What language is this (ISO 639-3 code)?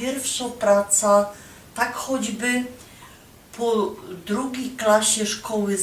szl